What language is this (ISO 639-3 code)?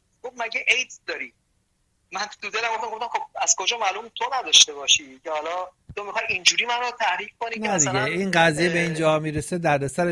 fas